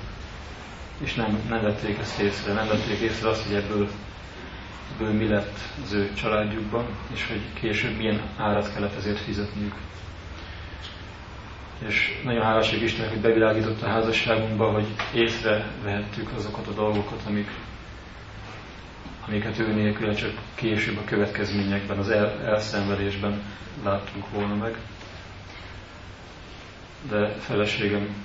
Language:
Hungarian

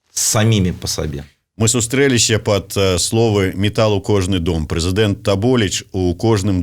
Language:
Belarusian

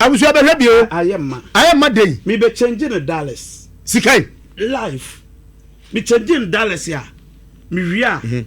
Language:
Akan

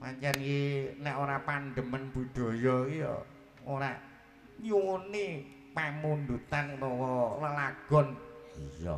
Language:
Javanese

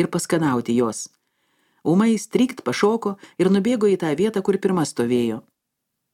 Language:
Lithuanian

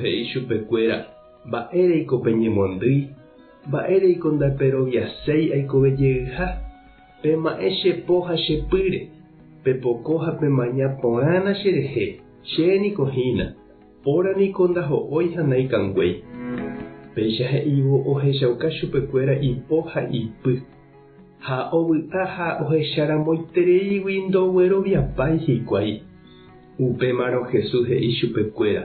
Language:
Guarani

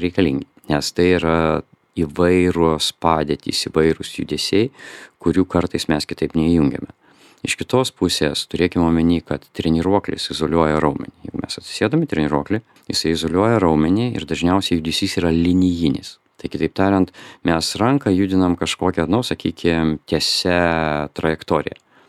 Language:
Lithuanian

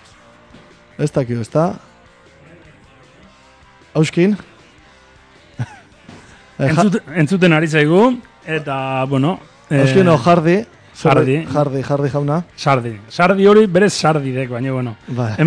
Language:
Basque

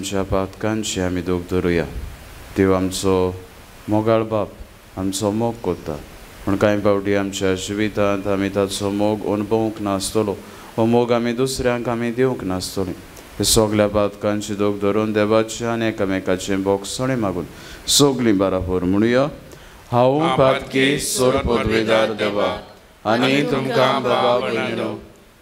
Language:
Konkani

